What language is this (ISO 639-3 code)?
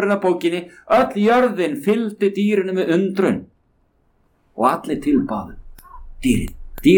isl